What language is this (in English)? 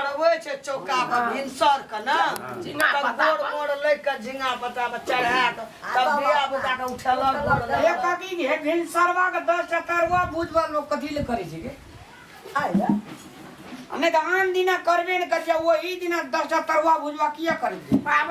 Maithili